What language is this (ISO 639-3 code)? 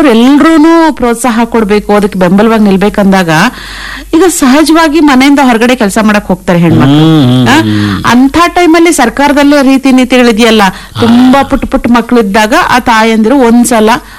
kan